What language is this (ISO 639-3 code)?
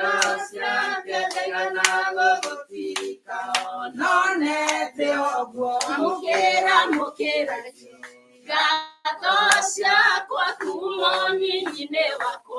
kik